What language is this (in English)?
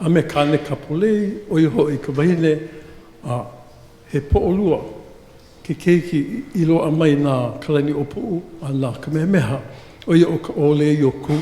Hawaiian